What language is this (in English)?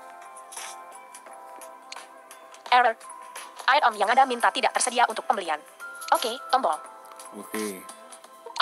Indonesian